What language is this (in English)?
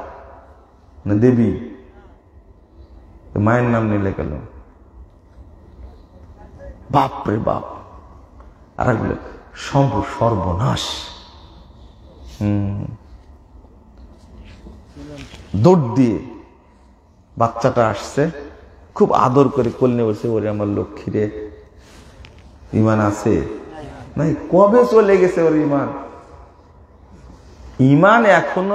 Bangla